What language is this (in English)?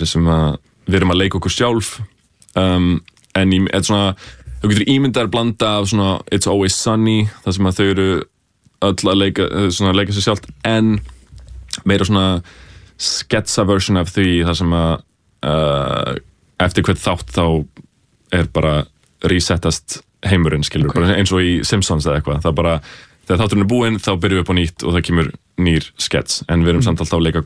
Icelandic